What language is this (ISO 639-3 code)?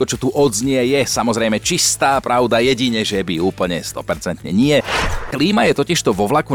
slk